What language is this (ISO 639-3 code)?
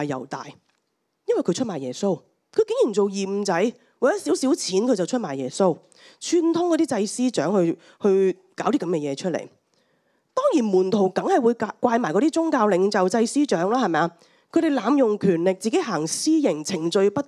yue